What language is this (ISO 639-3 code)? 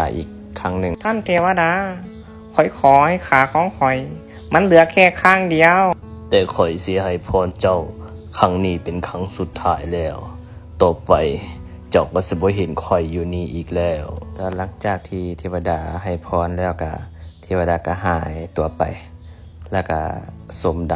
lao